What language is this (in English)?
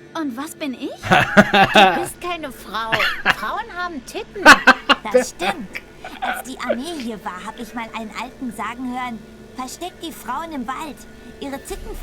Swiss German